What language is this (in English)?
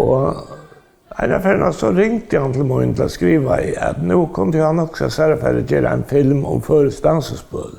Faroese